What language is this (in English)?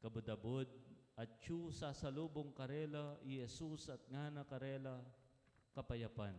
Pampanga